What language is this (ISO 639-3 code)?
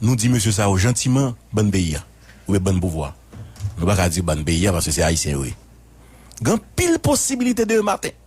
hat